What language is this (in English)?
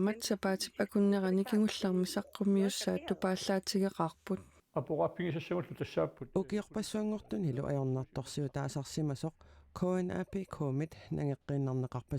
Kalaallisut